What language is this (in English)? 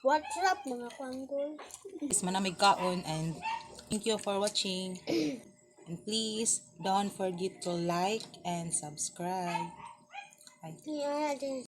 Cebuano